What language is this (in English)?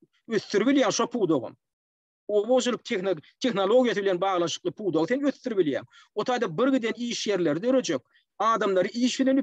Turkmen